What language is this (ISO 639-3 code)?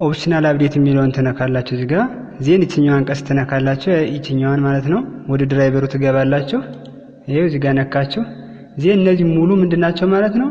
amh